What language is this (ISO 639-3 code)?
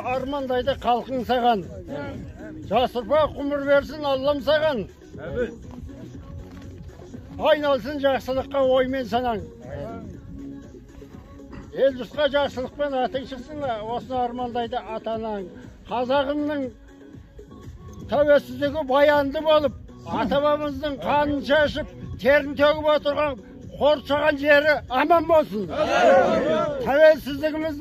kaz